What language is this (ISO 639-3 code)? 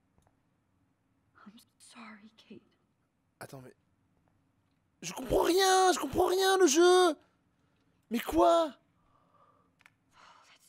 fra